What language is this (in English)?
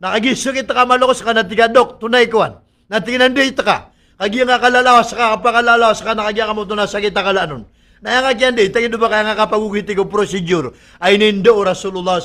Maranao